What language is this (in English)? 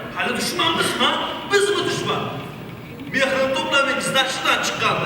Uzbek